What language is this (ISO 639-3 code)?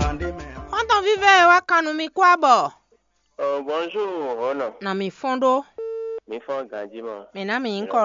fon